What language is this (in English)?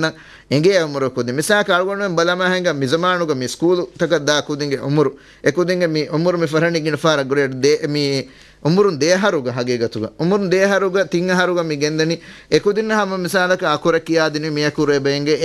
Divehi